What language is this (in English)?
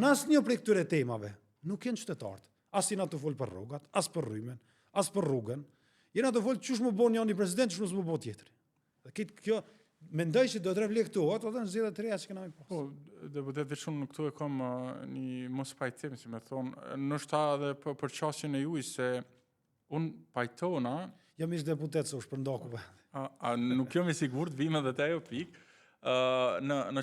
Albanian